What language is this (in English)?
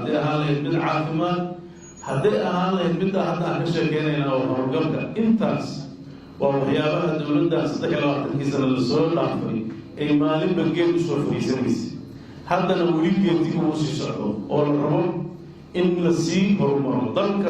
Somali